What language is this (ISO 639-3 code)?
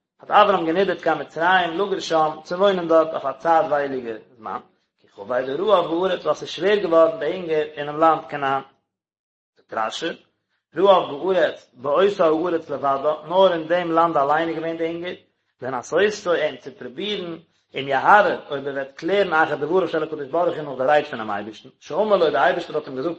yid